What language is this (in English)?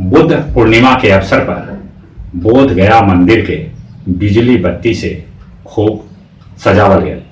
Magahi